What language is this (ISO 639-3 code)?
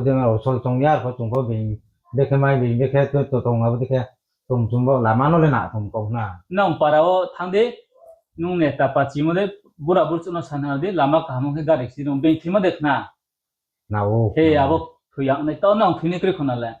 ria